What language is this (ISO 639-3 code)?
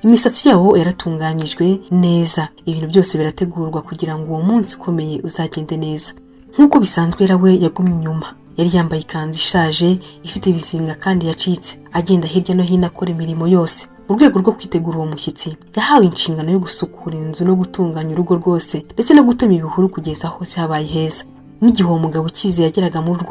kin